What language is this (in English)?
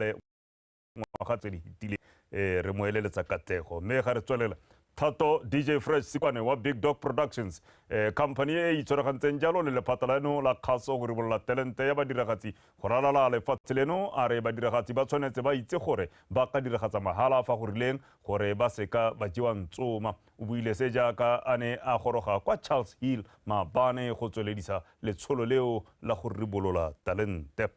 Tswana